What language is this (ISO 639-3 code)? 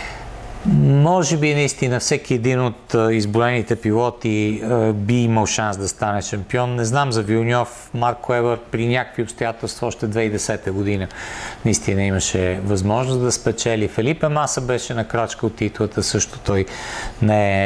bul